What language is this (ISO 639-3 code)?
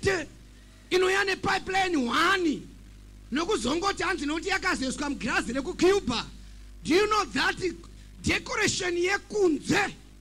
sna